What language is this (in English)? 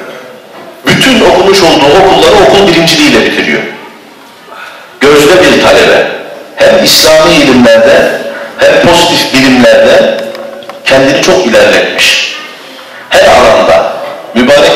Turkish